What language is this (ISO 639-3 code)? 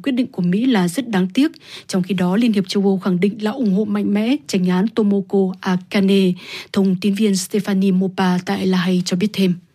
vie